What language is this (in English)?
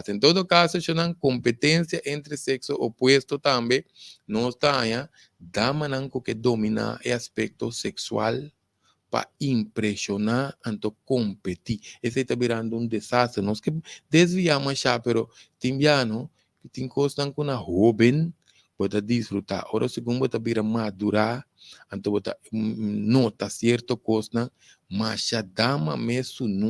Papiamento